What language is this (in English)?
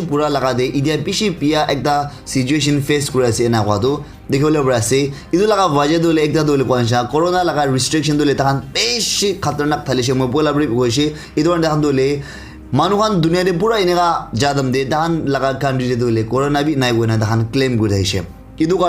Naga Pidgin